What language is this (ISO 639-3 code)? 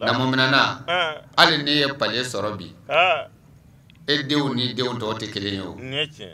bam